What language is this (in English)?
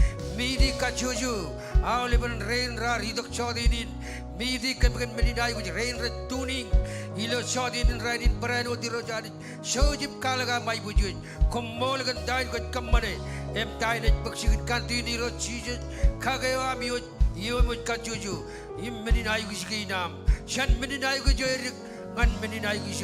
Marshallese